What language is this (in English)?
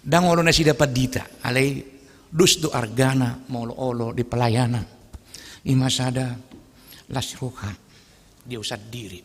Batak Toba